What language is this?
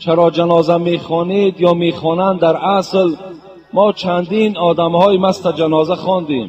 Tajik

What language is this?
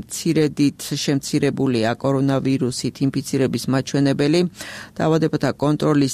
Georgian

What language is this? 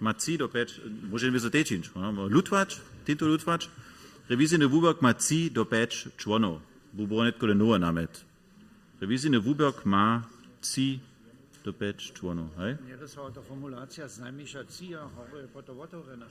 Upper Sorbian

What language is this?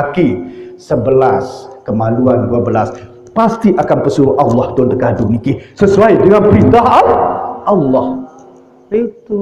Sasak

